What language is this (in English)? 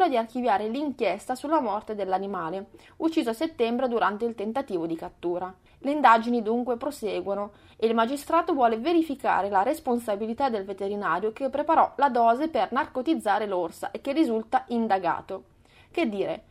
Italian